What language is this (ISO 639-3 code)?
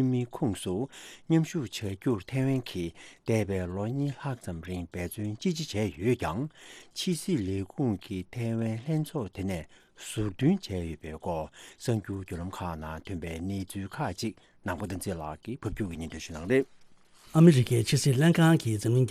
bod